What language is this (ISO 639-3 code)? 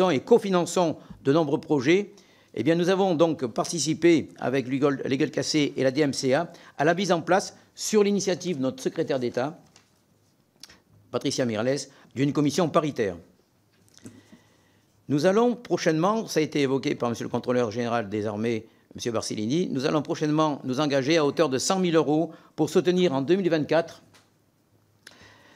fra